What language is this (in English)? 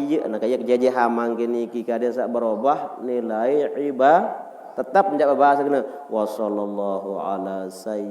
Sasak